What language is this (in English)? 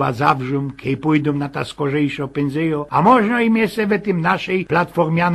Silesian